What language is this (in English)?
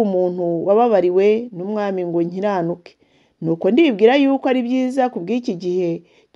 Kinyarwanda